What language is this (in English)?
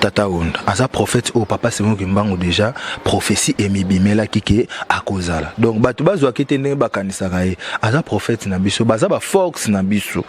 Lingala